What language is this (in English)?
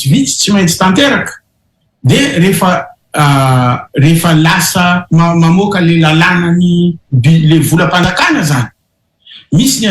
Malagasy